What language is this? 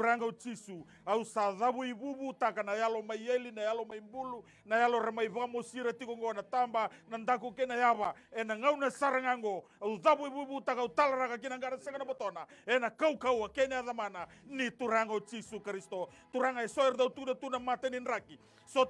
Fijian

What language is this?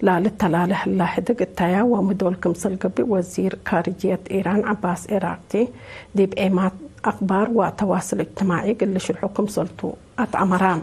Tigre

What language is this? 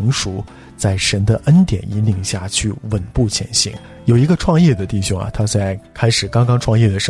Chinese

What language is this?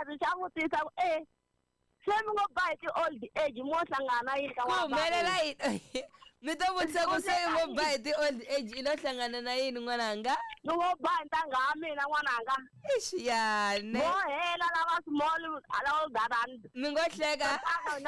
Tsonga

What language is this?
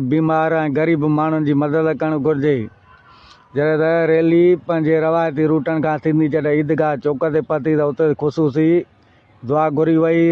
Sindhi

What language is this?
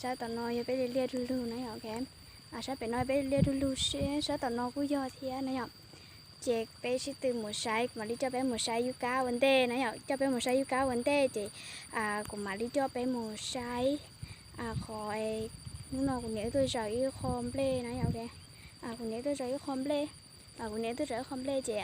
Hmong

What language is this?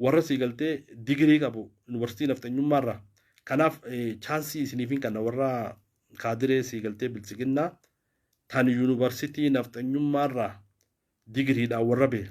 Oromo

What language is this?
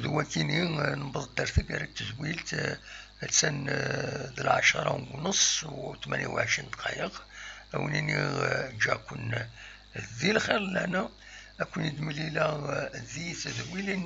Kabyle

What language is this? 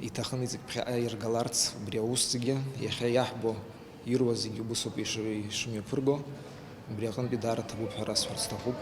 Abkhazian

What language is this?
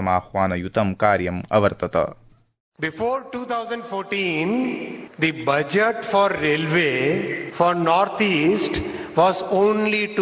Sanskrit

